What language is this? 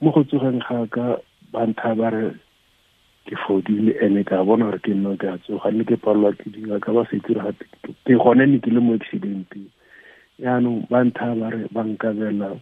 Tswana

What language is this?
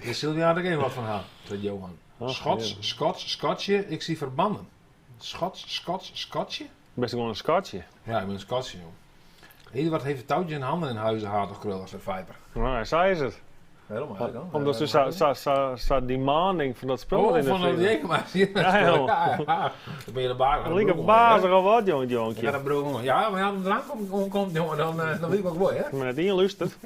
Western Frisian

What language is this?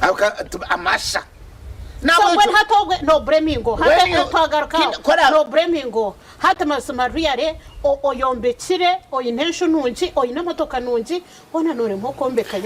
Nyankole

